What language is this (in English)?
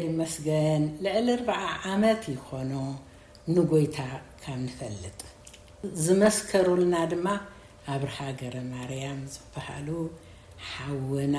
Tigrinya